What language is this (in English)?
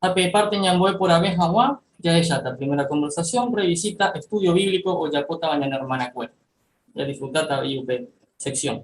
Guarani